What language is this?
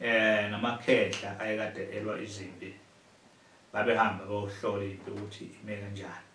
Zulu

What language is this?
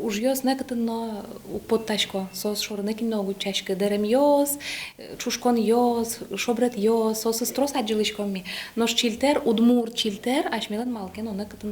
Udmurt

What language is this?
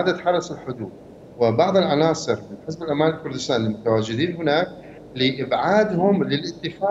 Mesopotamian Arabic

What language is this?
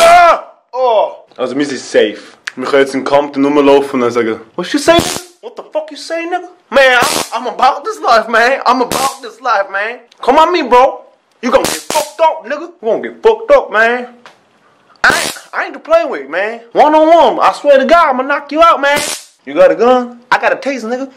Swiss German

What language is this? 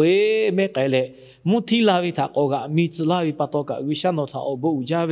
Lahu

